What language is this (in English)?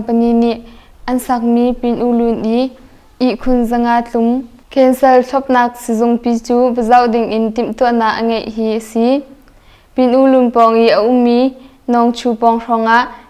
Hakha Chin